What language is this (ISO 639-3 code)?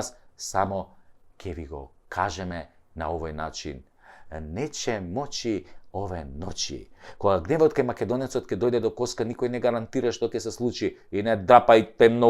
mkd